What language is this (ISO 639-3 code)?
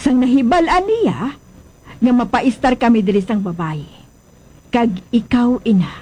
hil